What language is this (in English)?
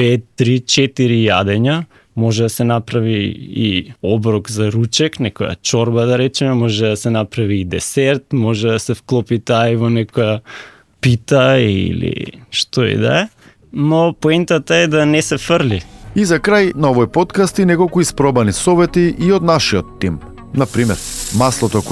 Macedonian